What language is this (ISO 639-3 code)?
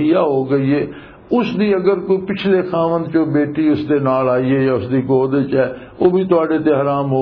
lah